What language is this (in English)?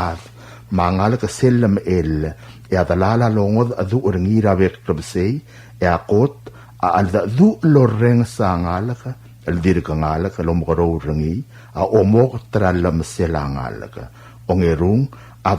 Palauan